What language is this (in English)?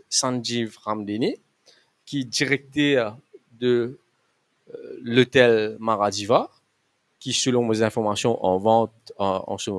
Morisyen